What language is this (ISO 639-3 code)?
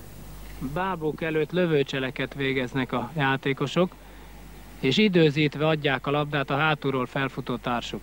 hun